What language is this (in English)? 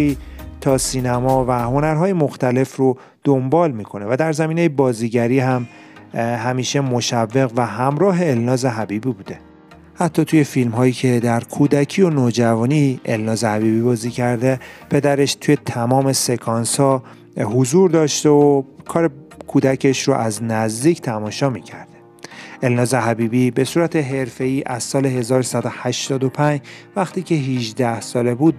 Persian